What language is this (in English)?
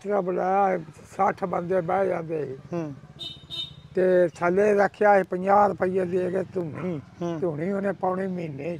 Punjabi